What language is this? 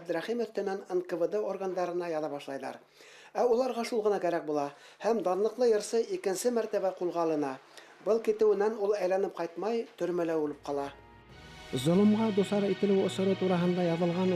Bashkir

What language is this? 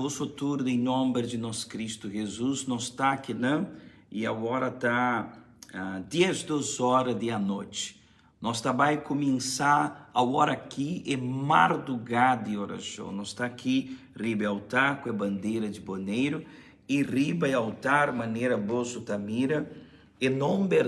Papiamento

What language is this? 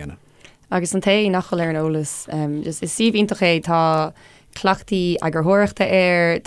Irish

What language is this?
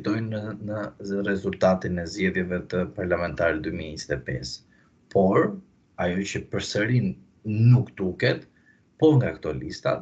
Albanian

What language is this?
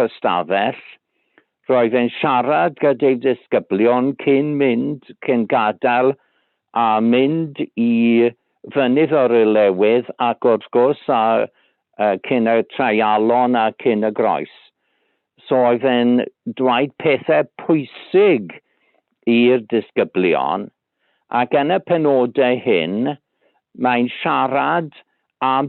Welsh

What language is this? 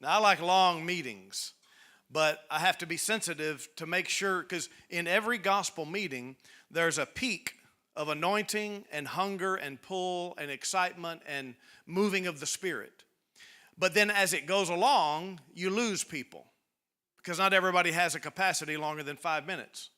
English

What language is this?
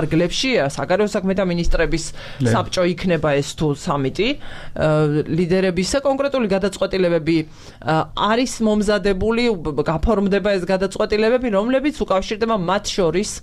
Georgian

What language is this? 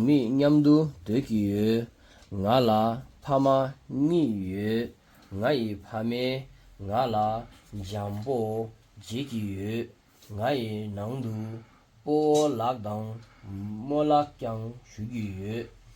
Tibetan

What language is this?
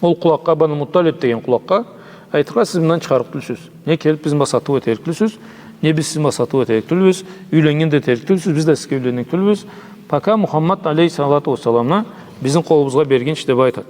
Karachay-Balkar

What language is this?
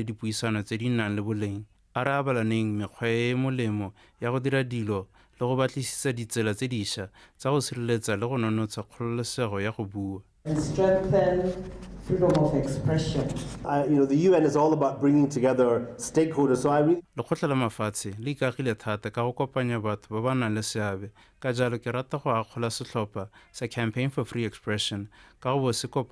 Tswana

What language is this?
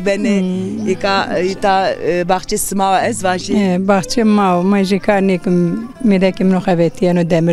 Zaza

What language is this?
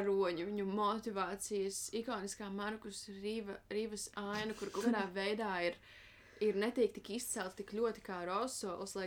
Latvian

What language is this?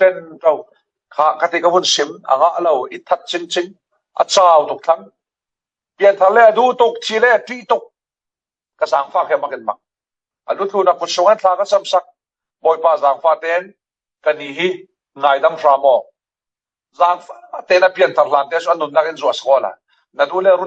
Falam Chin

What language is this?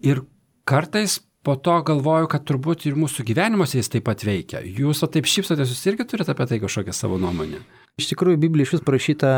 Lithuanian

